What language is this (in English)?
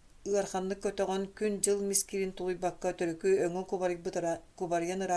Yakut